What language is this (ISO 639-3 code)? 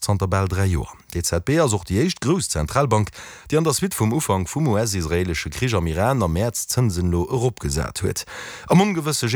ltz